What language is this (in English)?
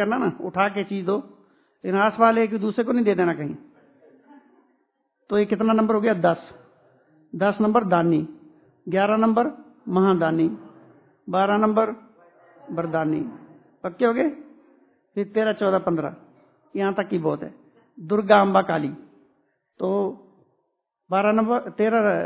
Hindi